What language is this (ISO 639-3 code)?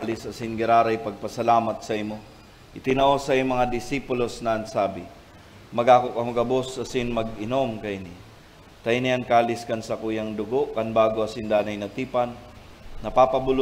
bik